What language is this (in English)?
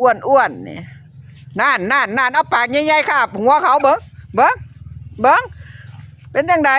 Northeastern Thai